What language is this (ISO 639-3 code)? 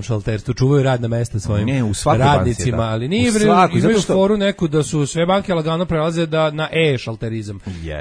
srp